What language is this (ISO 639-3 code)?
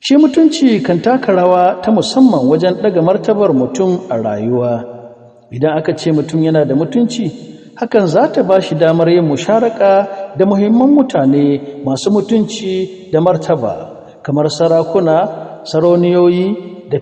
hau